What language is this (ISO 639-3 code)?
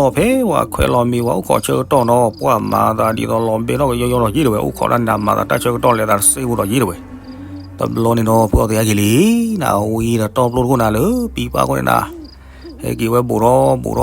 ksw